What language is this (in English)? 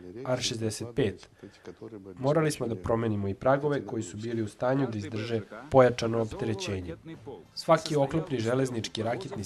Serbian